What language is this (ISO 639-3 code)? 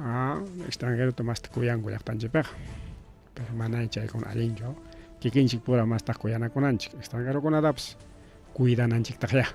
quy